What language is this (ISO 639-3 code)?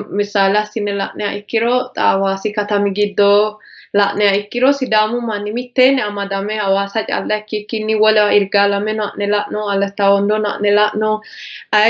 sid